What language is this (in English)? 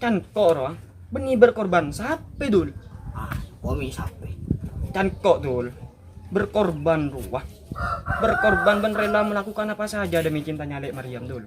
Madurese